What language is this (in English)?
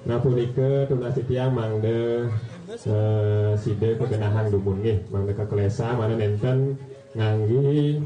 Balinese